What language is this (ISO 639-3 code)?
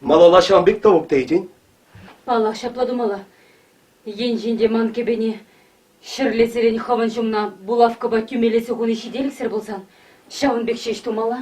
chv